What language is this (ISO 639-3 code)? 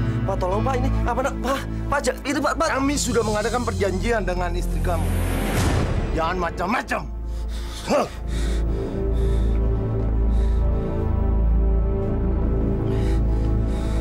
ind